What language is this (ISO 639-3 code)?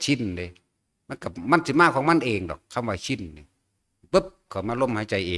tts